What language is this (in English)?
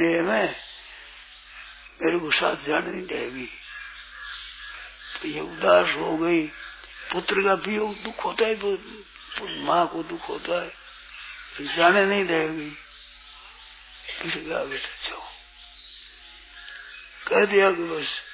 Hindi